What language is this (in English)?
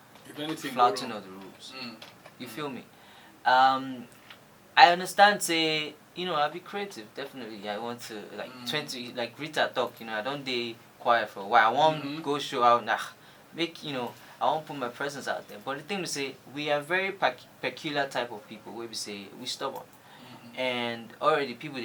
Nigerian Pidgin